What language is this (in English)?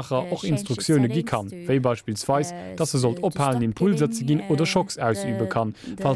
Luxembourgish